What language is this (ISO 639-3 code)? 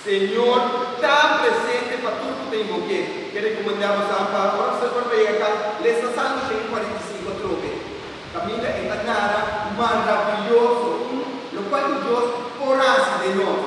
pap